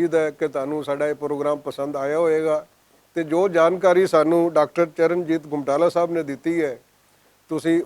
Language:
Western Panjabi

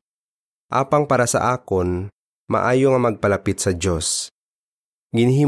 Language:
Hiligaynon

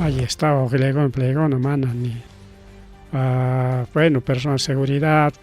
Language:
Ayacucho Quechua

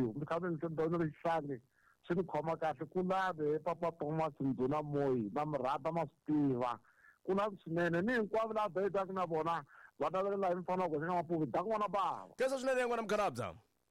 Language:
Tsonga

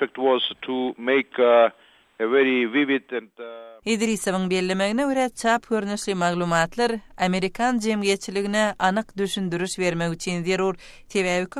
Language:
Turkmen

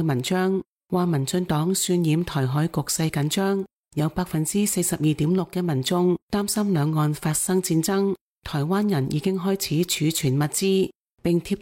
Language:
Cantonese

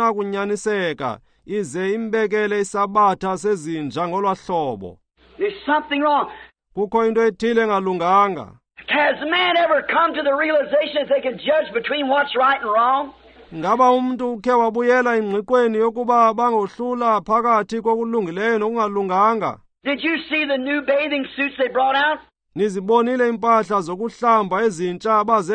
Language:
Xhosa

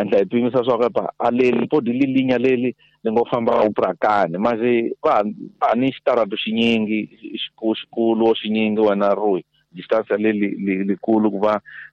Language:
Tsonga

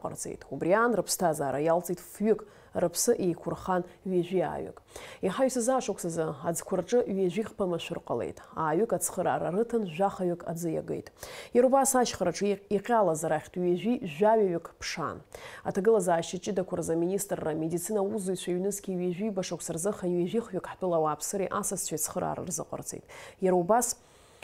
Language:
Abkhazian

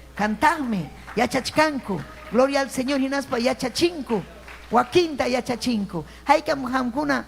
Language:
Ayacucho Quechua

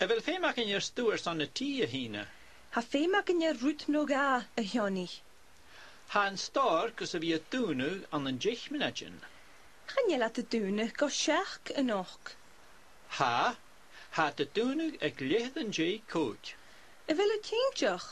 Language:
Scottish Gaelic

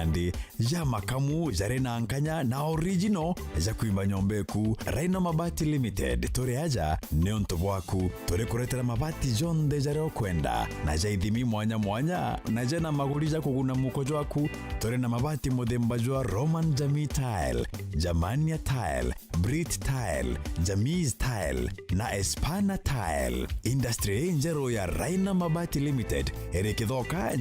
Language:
Meru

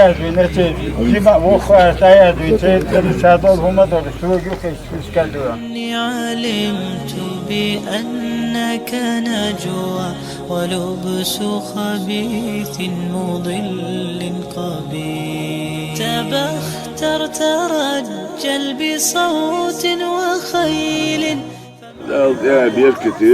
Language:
Chechen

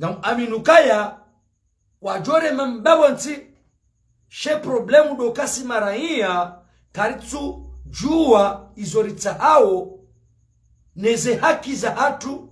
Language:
Ngazidja Comorian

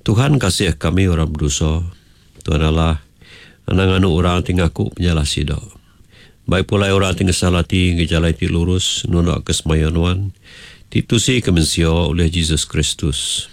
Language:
Iban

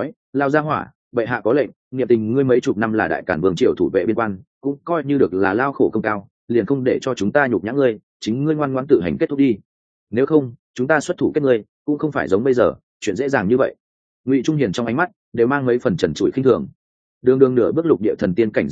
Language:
Vietnamese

